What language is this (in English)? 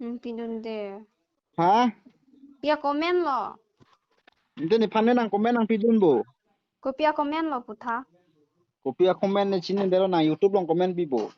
Karbi